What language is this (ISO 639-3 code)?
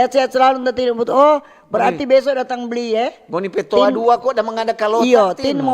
xmm